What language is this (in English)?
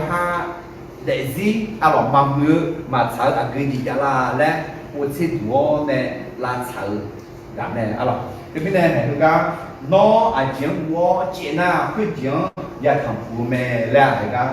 Akha